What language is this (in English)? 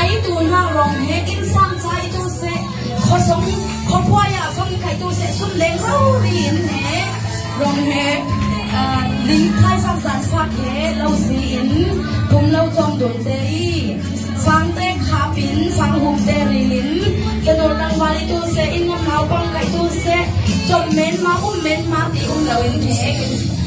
Falam Chin